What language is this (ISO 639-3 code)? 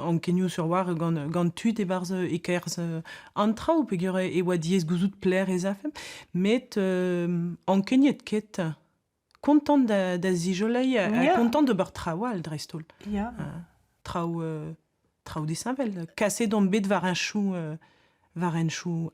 bre